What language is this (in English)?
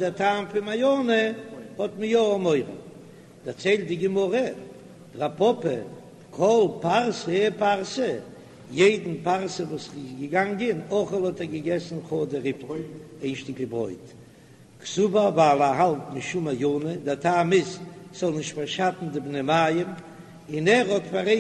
Yiddish